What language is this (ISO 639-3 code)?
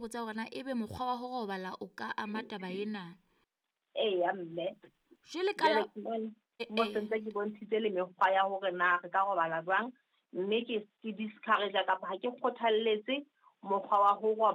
sot